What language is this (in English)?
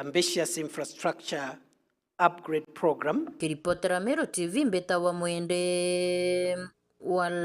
Meru